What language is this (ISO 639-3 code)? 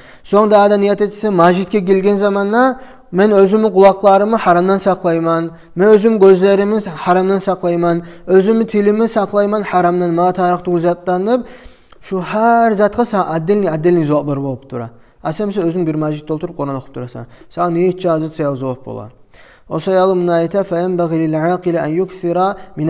kum